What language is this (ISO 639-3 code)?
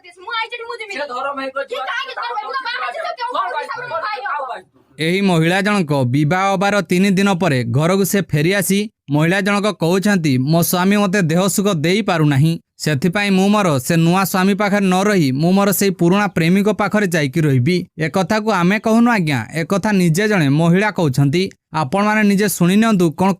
ori